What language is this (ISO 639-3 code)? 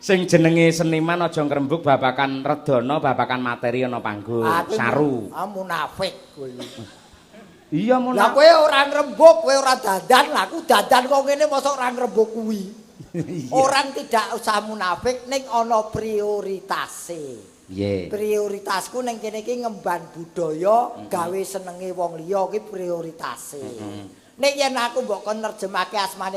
jav